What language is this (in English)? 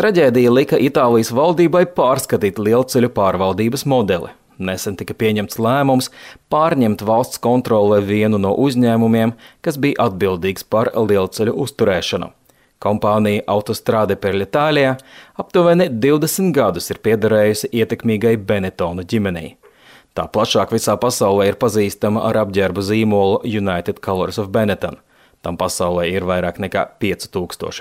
Latvian